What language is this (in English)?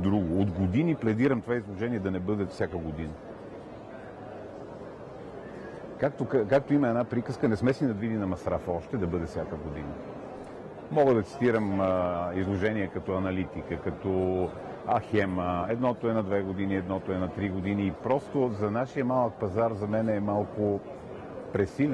Bulgarian